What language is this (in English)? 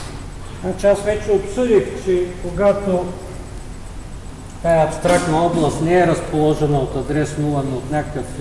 Bulgarian